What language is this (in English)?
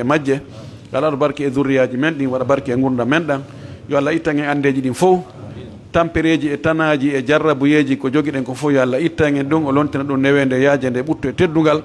Fula